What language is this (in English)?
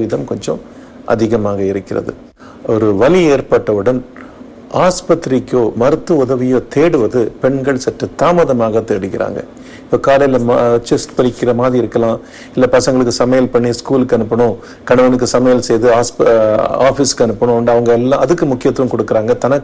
Tamil